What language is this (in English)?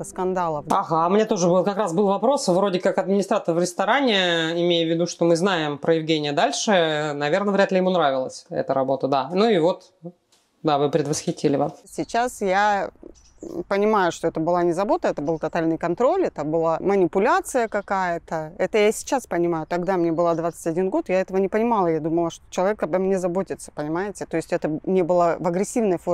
Russian